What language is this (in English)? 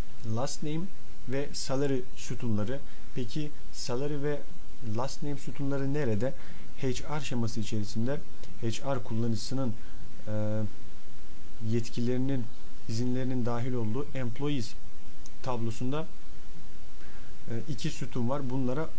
Turkish